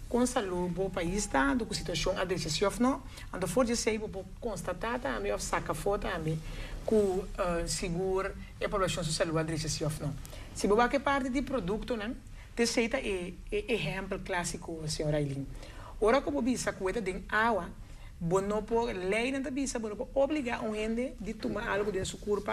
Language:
Papiamento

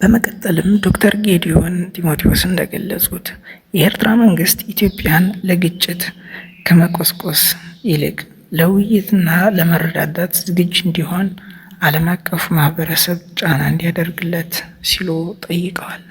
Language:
Amharic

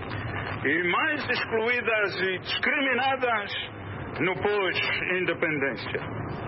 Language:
Portuguese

